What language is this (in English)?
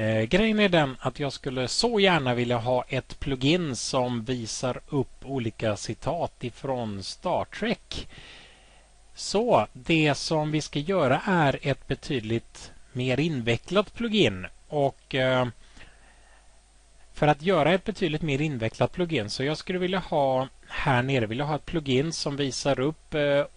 Swedish